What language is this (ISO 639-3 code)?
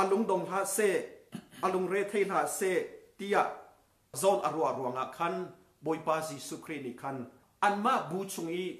cnh